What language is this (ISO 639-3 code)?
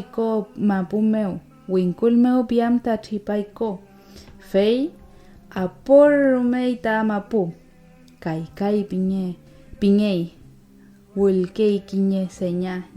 arn